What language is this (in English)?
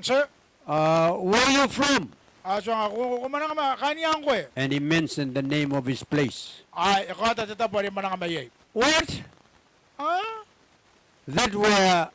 Gilbertese